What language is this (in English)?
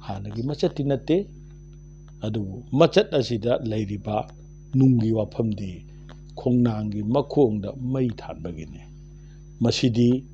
Manipuri